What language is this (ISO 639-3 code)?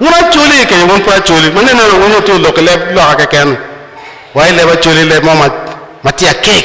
ach